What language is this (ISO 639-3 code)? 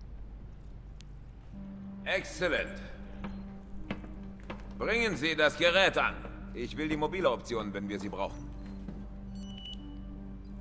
deu